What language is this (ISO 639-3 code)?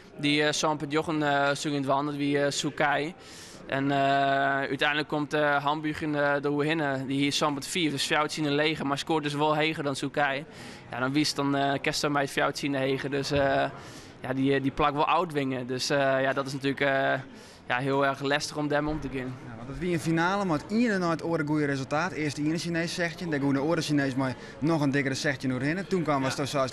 fry